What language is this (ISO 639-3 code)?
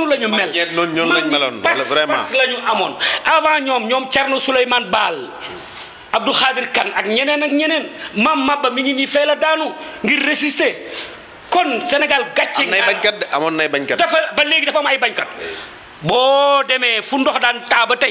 wol